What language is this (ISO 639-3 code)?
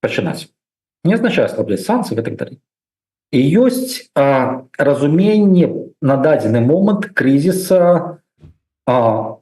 bel